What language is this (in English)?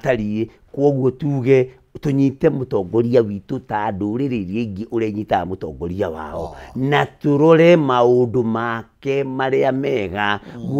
Kikuyu